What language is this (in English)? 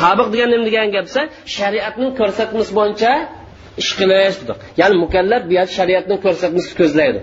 Uyghur